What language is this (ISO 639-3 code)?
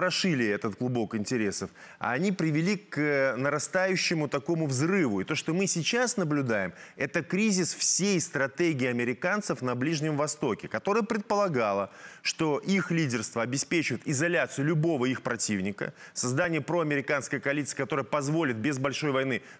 rus